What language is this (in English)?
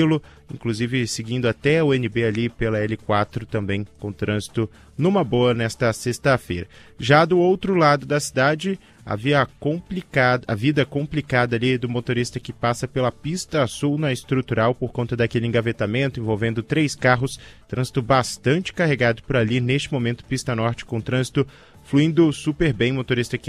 Portuguese